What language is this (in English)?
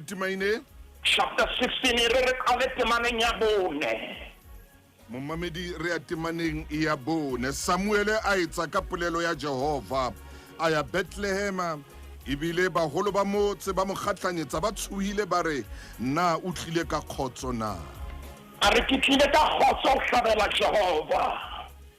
Southern Sotho